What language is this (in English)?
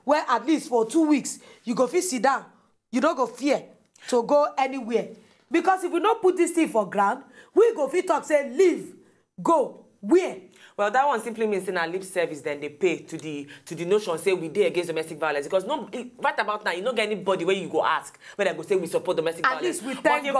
Nigerian Pidgin